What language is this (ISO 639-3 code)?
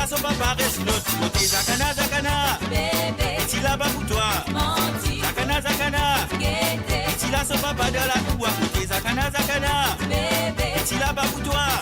mfe